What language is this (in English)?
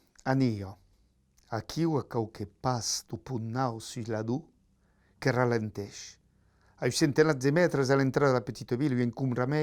Occitan